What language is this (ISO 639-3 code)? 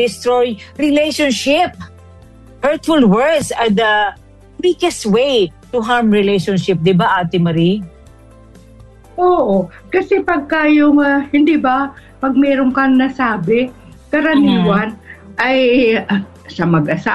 fil